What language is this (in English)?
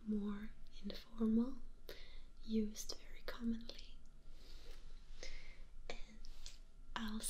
English